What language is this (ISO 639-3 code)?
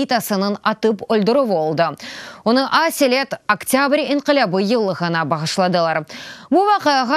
crh